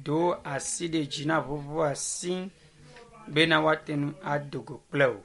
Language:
Ewe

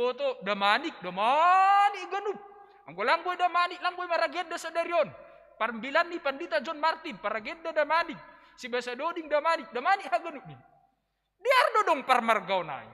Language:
Batak Simalungun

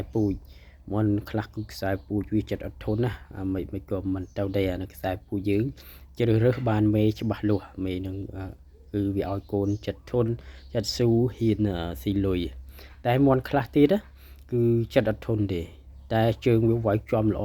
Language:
Khmer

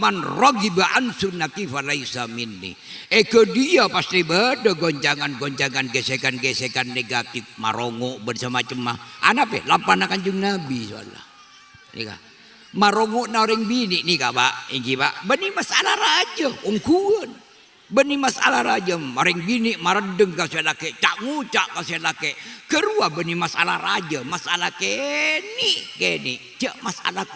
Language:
Madurese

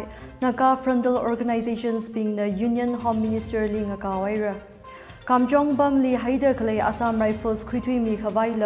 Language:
Tangkhul Naga (India)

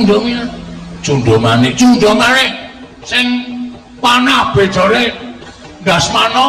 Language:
Javanese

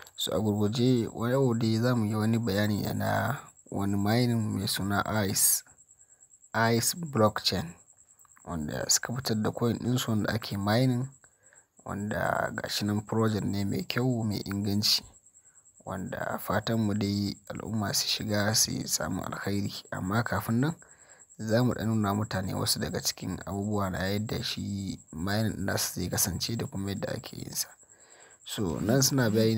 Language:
Hausa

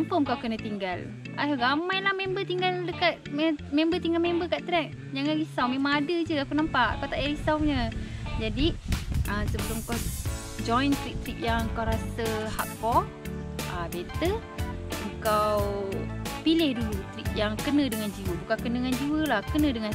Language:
Malay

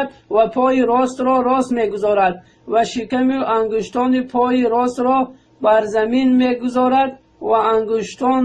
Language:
Tajik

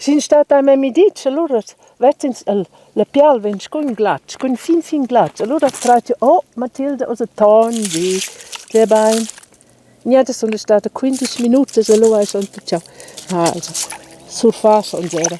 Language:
Romansh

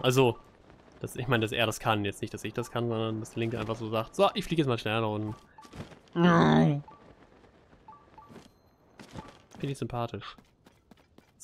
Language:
German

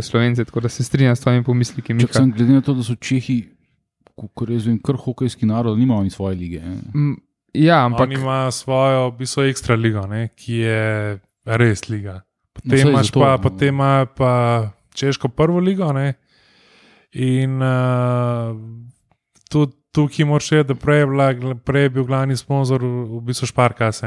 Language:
Slovenian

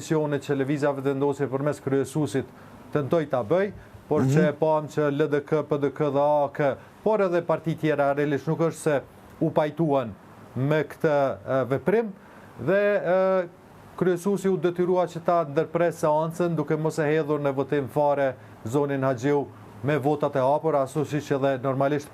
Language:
Albanian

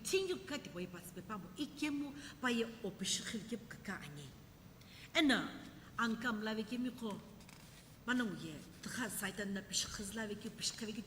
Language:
Sumi Naga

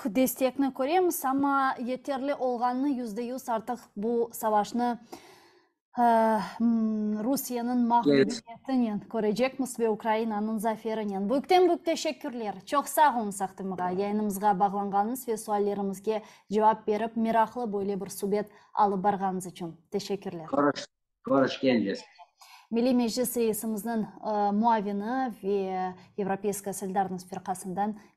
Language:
Crimean Tatar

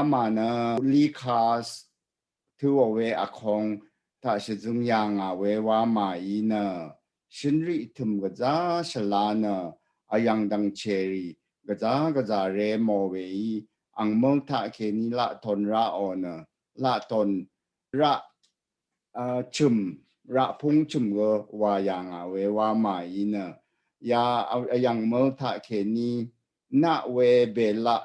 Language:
Rawang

